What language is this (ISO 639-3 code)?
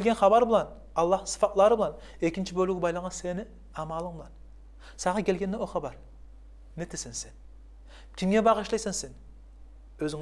kum